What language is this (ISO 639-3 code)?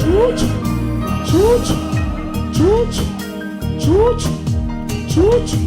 tsn